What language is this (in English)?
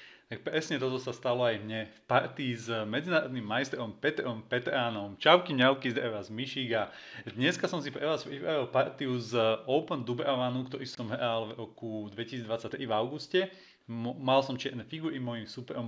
Slovak